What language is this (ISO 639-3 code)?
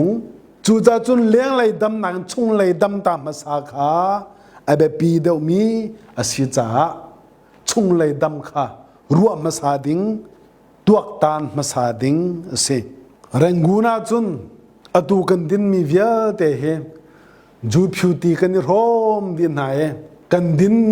cnh